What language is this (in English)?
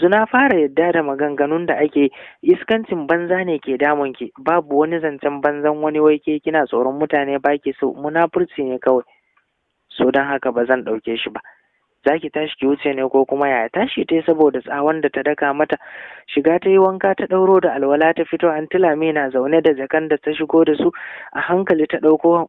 Hausa